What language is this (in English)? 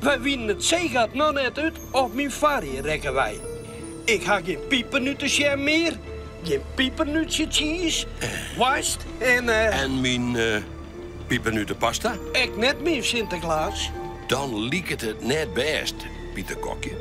Western Frisian